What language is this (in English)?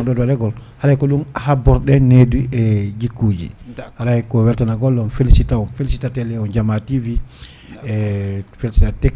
Fula